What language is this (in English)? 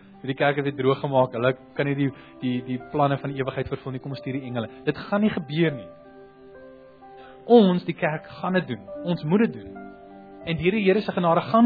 Afrikaans